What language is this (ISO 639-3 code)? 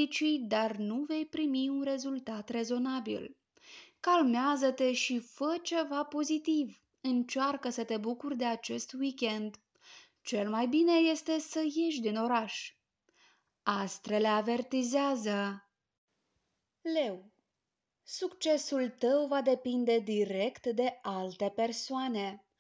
ron